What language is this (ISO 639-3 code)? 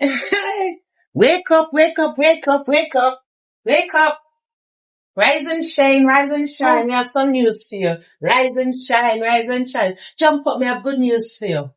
jam